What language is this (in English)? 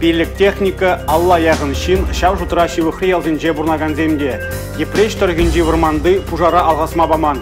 Chuvash